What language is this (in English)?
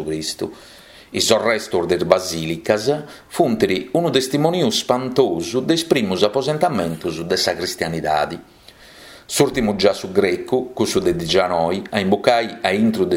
Sardinian